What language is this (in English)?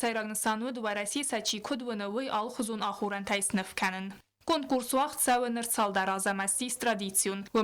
Ossetic